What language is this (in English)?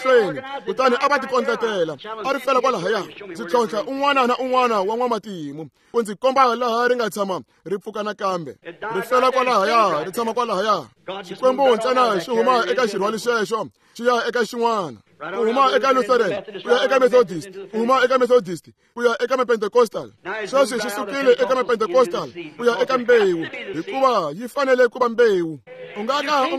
Tsonga